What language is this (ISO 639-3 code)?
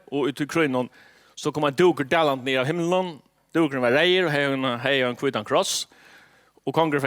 fao